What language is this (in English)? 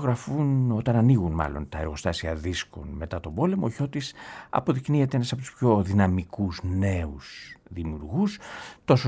Greek